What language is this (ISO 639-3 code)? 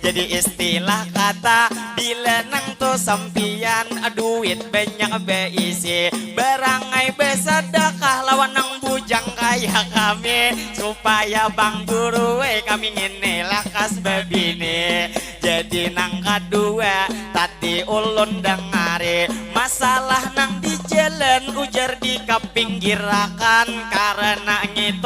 bjn